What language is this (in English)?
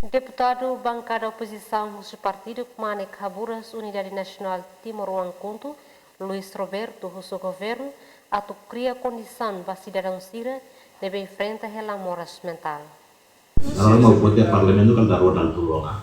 Tetum